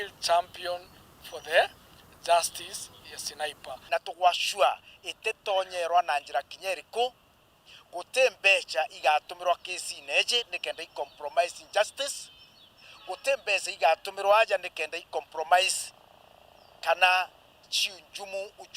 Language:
Meru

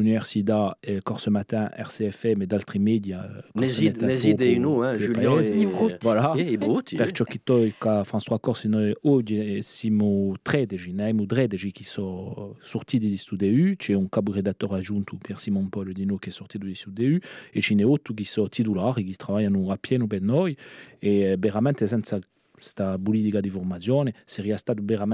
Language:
Corsican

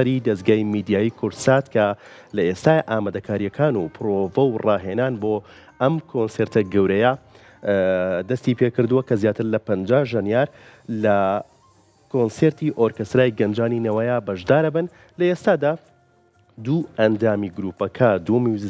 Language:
Central Kurdish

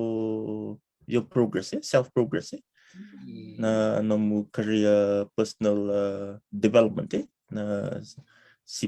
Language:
Fijian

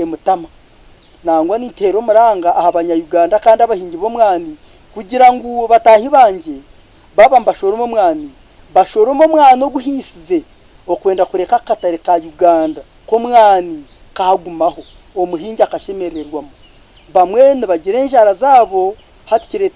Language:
Nyankole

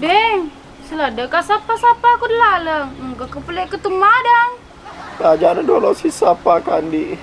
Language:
Buginese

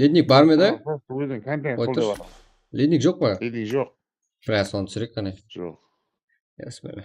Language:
Kara-Kalpak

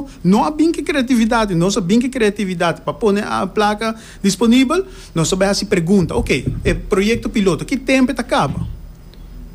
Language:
Papiamento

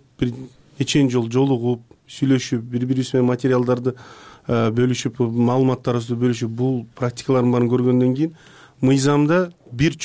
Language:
Kyrgyz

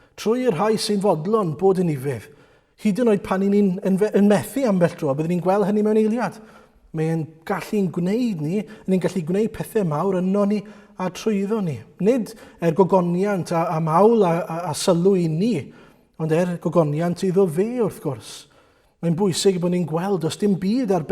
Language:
Welsh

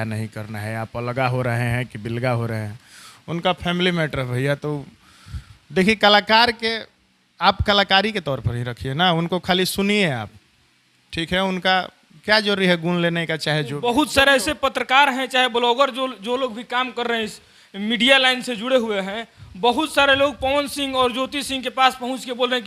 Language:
Bhojpuri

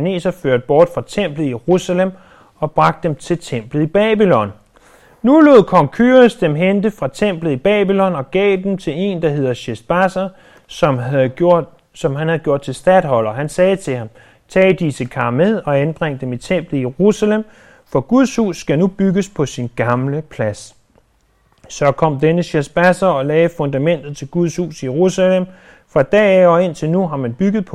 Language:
Danish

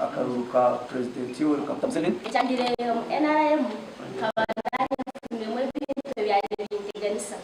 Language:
Nyankole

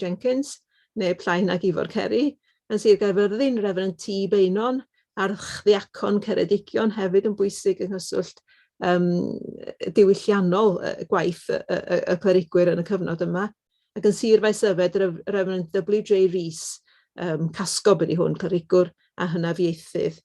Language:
Welsh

